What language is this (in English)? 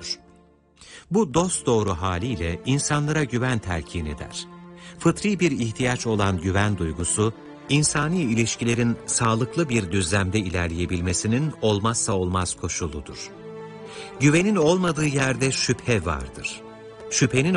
Turkish